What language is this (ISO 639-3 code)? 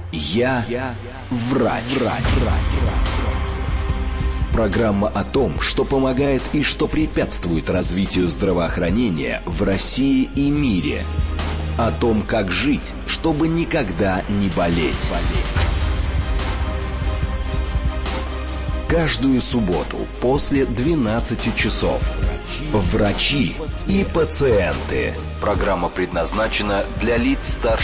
rus